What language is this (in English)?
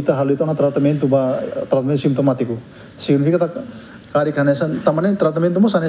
Tetum